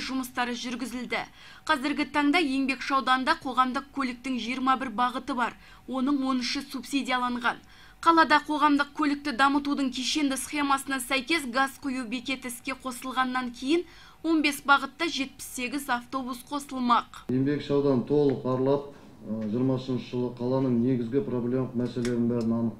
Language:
Kazakh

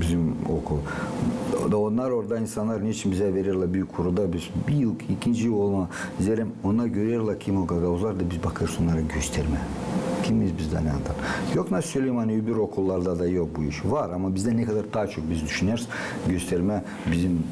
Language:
Gagauz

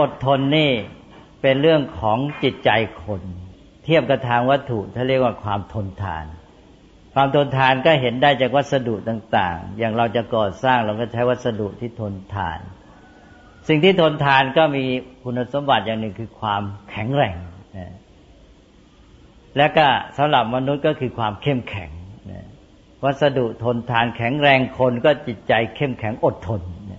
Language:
Thai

